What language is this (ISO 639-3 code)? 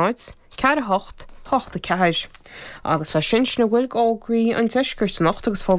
gle